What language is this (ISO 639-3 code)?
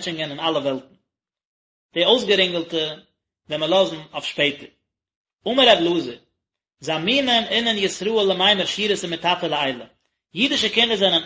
yid